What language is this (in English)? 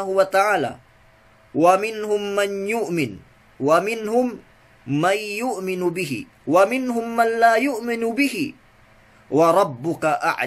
Yakan